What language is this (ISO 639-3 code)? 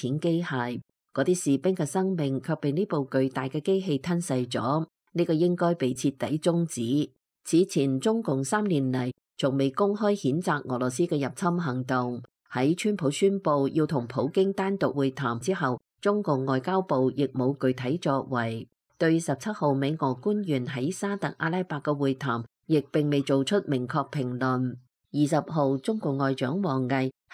yue